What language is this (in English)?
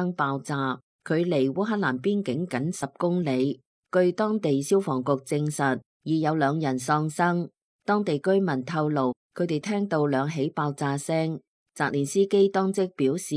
Cantonese